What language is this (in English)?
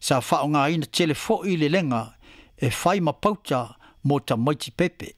Samoan